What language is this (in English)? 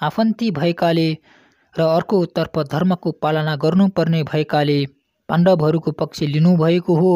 Nepali